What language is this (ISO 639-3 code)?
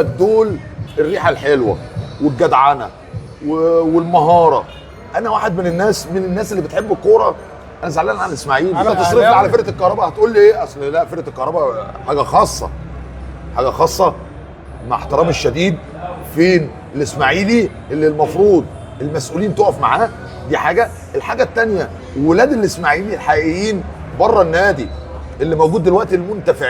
arz